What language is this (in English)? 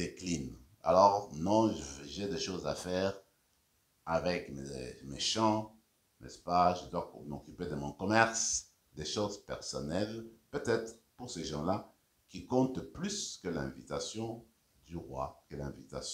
French